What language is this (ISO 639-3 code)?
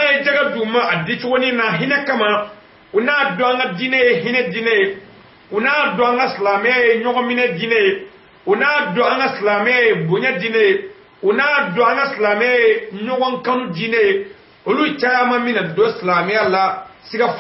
bam